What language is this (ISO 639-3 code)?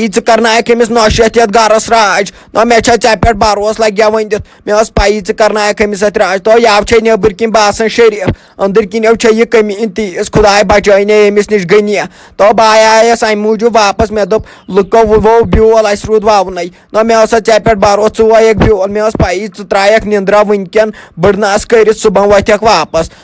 kas